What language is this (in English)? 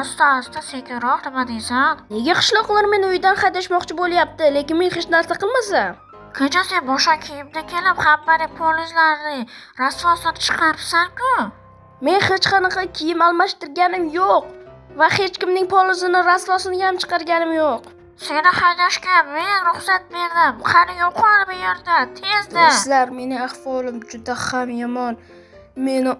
Uzbek